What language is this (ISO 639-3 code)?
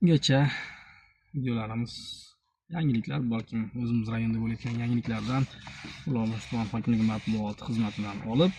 uzb